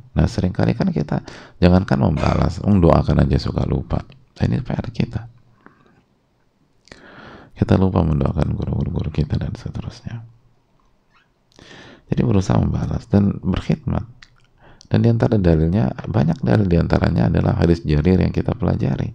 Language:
Indonesian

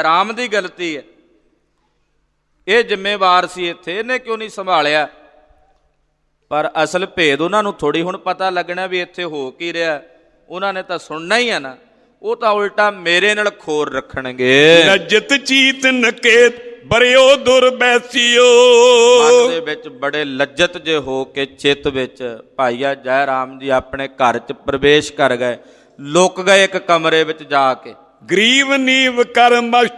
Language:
Punjabi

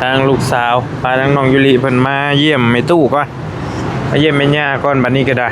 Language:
Northeastern Thai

